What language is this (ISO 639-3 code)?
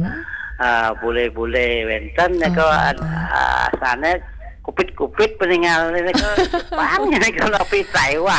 ban